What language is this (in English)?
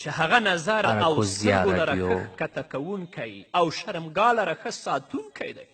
Pashto